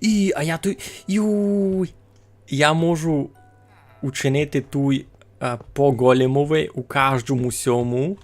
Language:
Rusyn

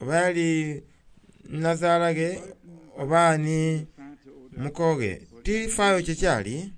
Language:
Soga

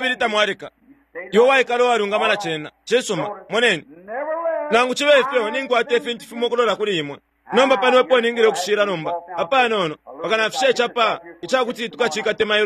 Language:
Bemba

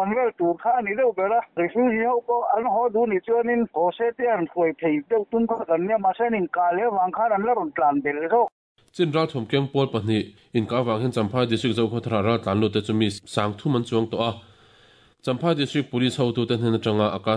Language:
Mizo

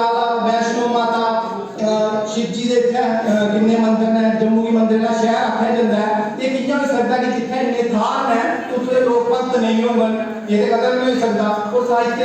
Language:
Dogri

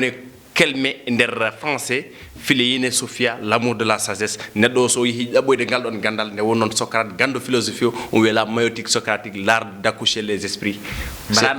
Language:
Fula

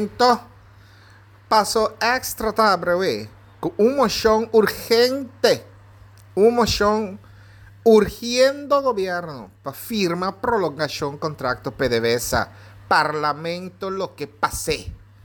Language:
Papiamento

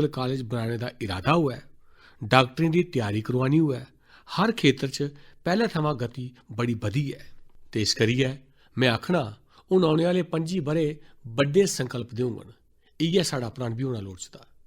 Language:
Dogri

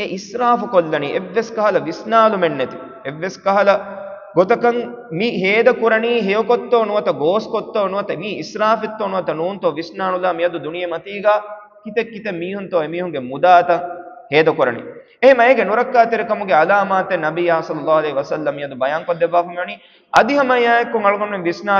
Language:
Divehi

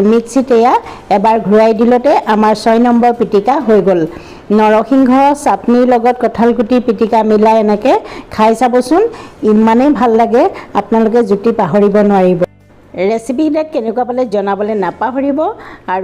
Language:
Assamese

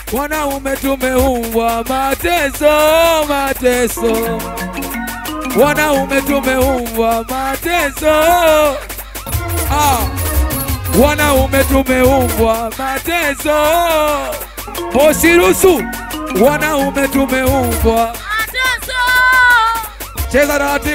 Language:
Swahili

